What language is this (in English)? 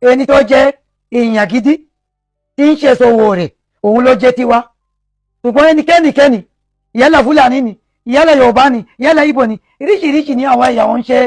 Yoruba